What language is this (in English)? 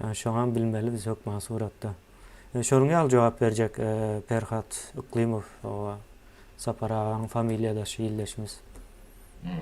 Turkmen